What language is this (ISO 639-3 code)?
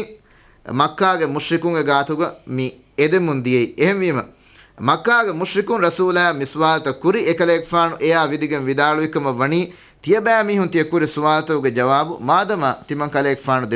div